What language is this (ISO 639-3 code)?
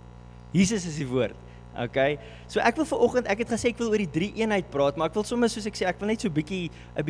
afr